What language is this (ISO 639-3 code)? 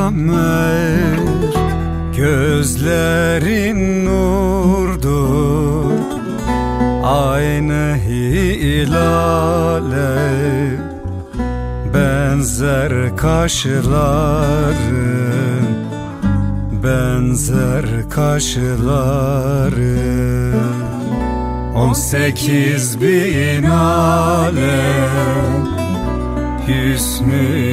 tur